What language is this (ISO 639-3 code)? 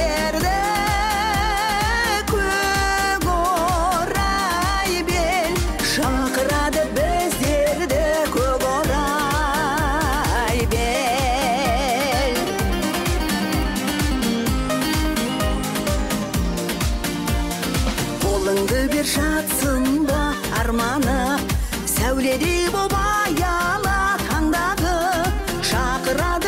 kaz